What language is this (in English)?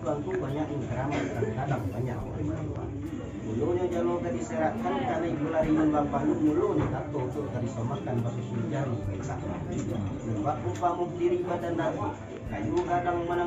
Minangkabau